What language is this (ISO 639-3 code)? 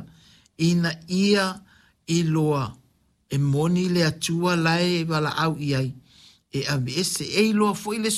smo